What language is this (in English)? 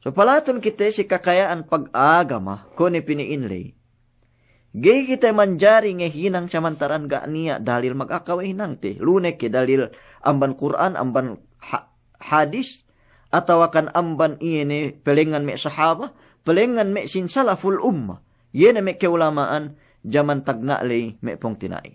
Yakan